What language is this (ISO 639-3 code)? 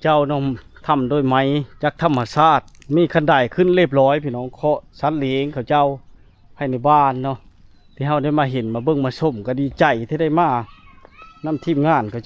lao